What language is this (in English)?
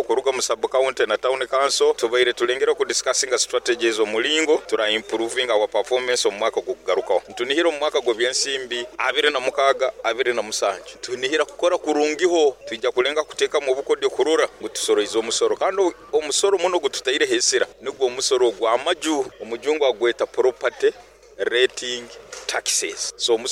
Nyoro